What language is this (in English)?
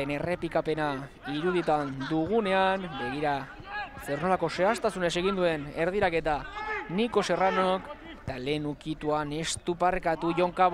Basque